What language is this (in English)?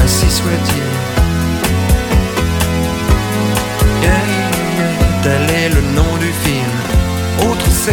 French